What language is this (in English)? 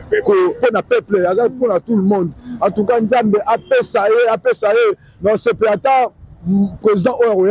Lingala